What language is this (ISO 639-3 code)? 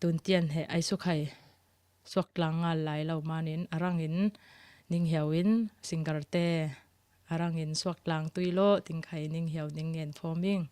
cfm